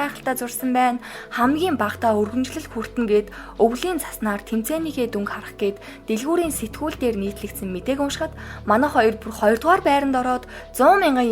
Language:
Mongolian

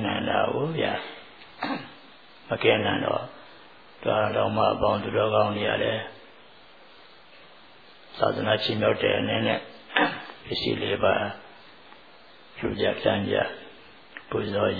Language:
Burmese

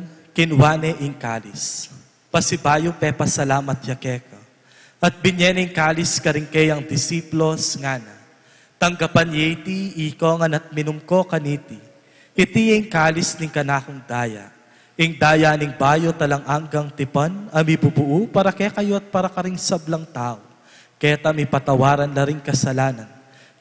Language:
Pampanga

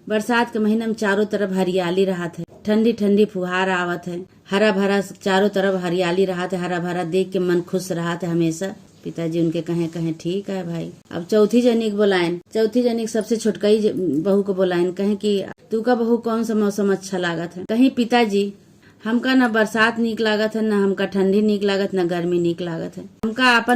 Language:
Awadhi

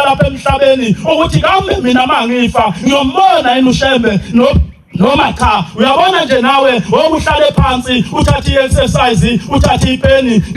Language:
Zulu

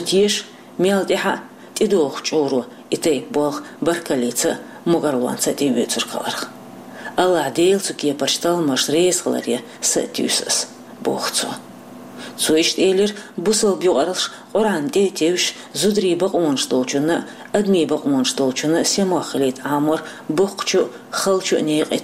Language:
Chechen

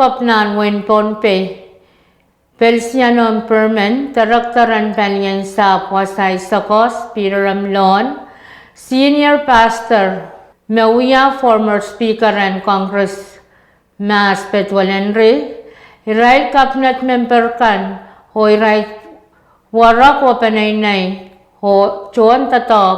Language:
Pohnpeian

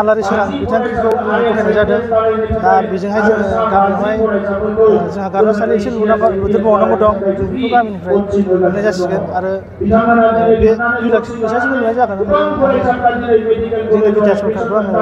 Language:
Bodo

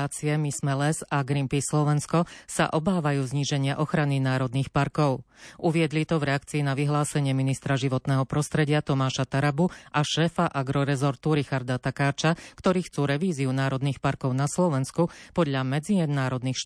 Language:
Slovak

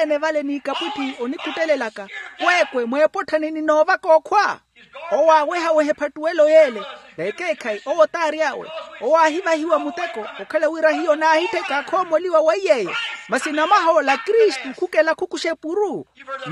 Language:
Makhuwa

